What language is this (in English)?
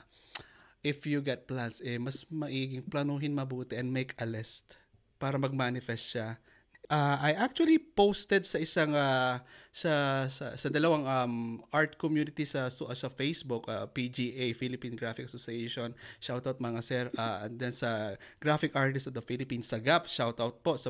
Filipino